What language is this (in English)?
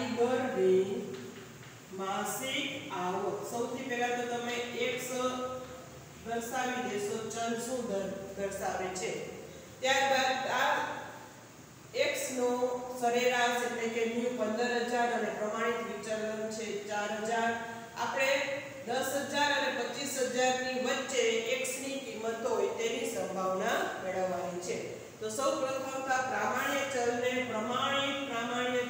Gujarati